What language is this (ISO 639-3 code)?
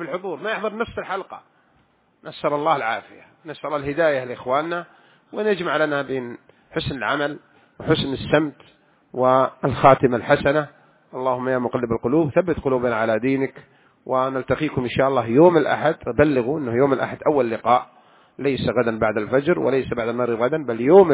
ara